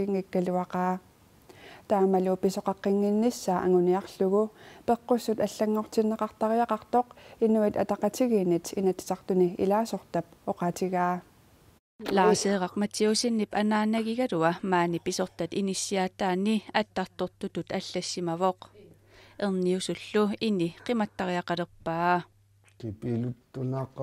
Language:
Kalaallisut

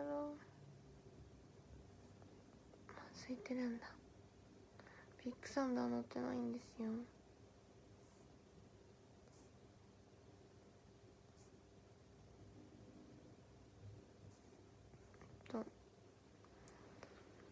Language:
Japanese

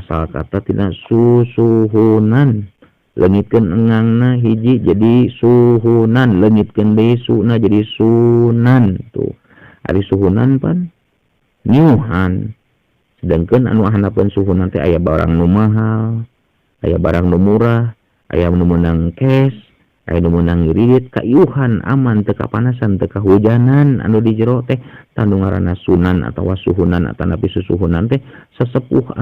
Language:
Sundanese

